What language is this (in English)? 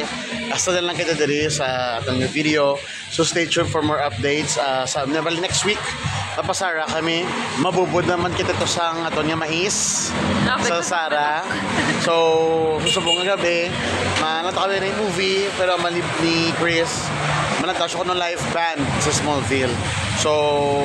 Hiligaynon